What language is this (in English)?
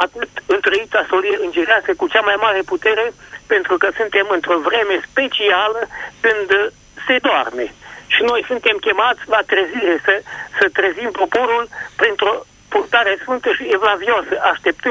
Romanian